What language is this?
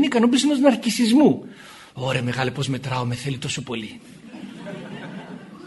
Greek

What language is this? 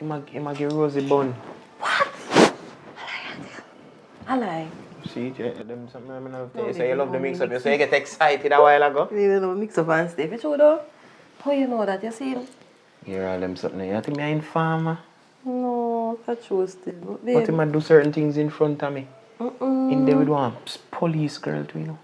Jamaican Creole English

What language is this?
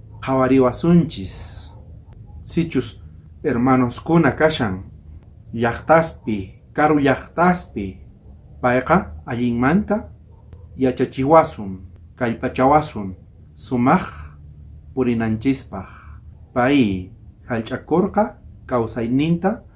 South Bolivian Quechua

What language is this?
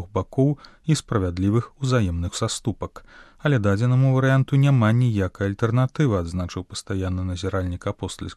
Belarusian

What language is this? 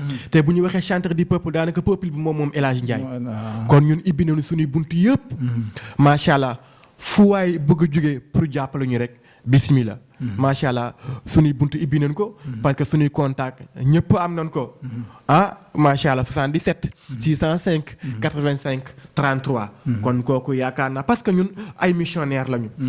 Wolof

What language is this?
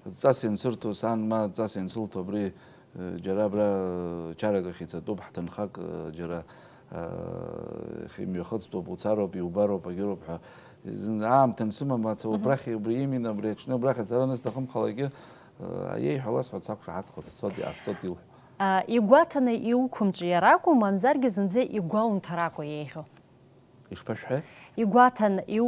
Abkhazian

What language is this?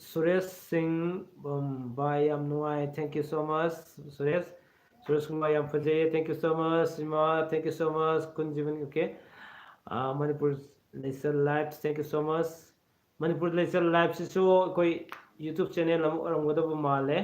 Manipuri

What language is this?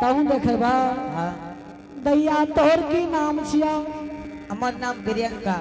Angika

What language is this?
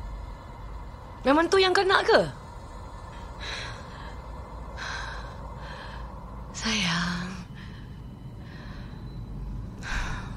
Malay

